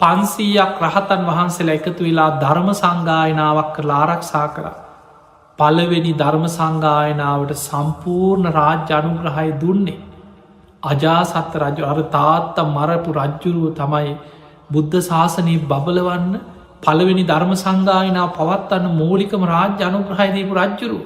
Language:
Sinhala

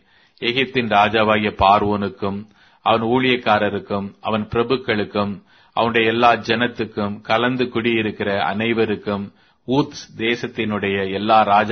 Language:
Tamil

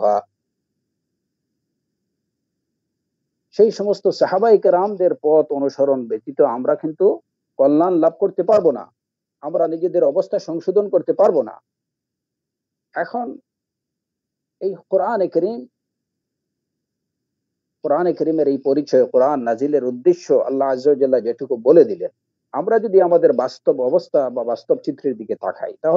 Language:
Bangla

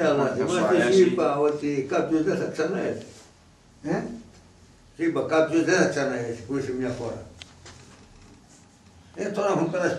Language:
Greek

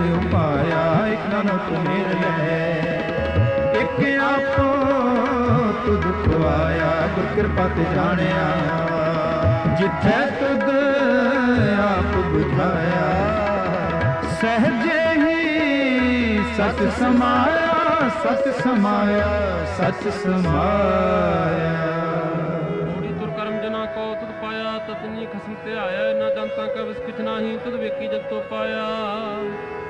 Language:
Punjabi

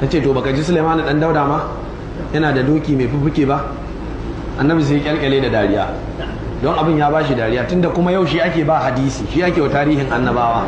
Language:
Hausa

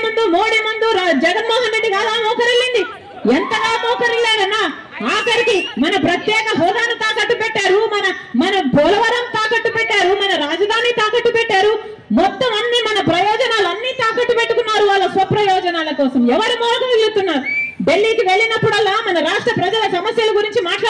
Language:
Telugu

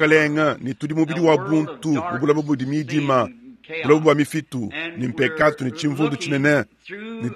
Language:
Luba-Lulua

